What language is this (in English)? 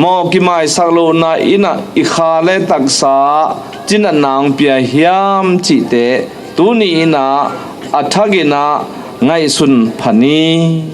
Tedim Chin